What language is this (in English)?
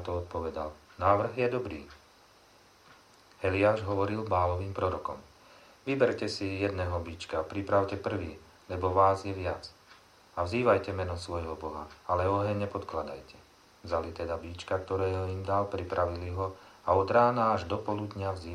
Slovak